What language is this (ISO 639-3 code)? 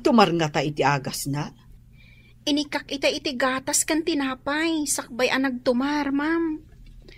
ilo